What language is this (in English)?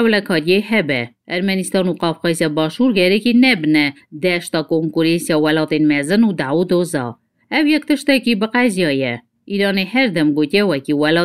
Kurdish